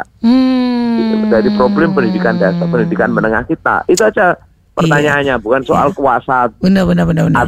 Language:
Indonesian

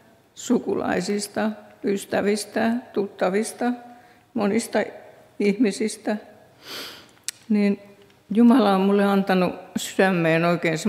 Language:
Finnish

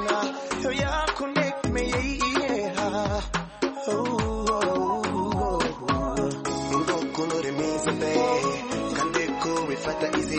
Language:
Kinyarwanda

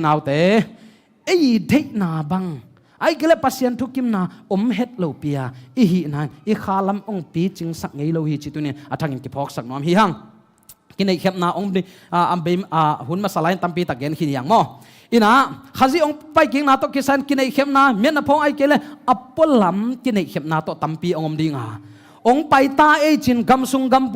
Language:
Tedim Chin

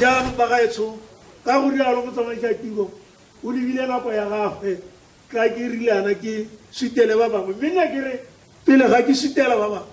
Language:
Tswana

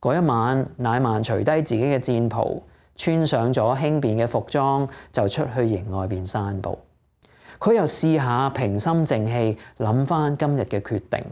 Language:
Cantonese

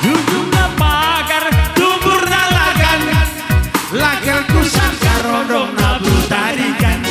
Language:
Batak Karo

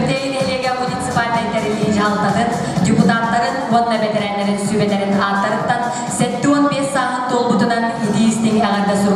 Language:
Yakut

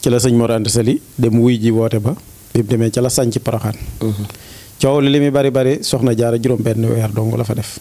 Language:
Wolof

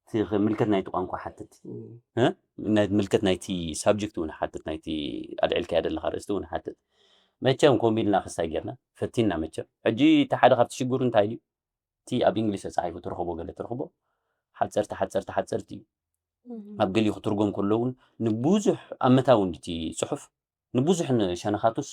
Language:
Tigrinya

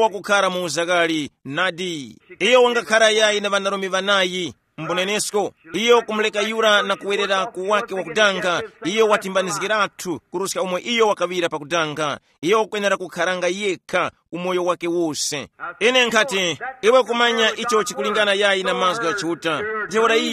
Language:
Tumbuka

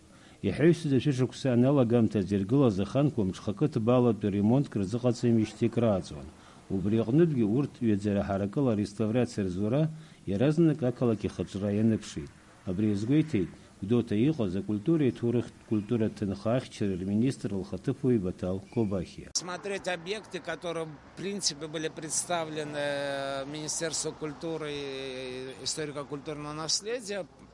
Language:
Abkhazian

